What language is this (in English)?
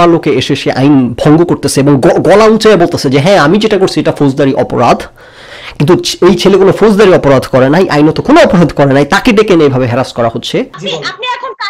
Bangla